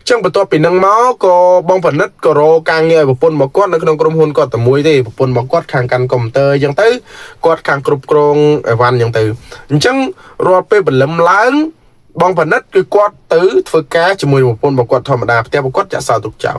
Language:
Khmer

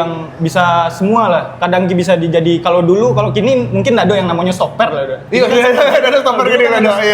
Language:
Minangkabau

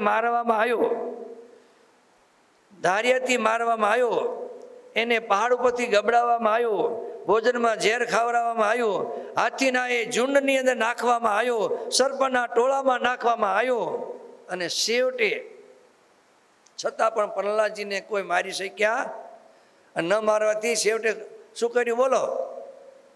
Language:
Gujarati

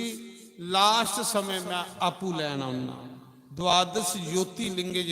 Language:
Dogri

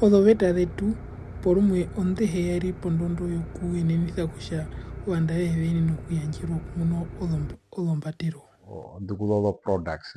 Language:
Herero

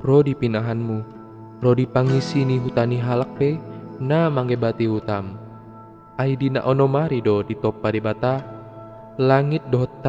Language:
Batak Toba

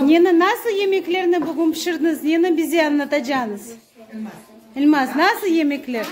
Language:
Crimean Tatar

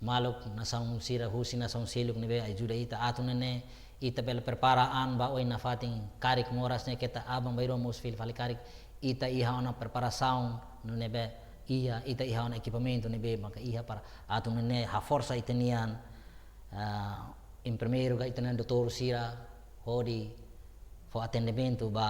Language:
Tetum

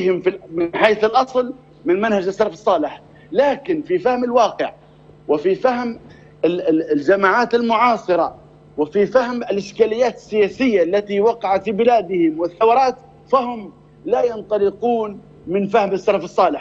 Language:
Arabic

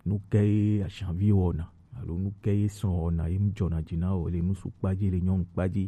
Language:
Gen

